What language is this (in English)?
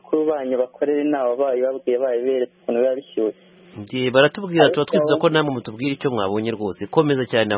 Kinyarwanda